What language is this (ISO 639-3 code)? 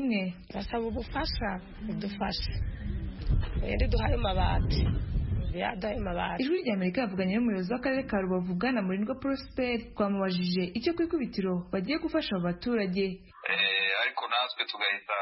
kin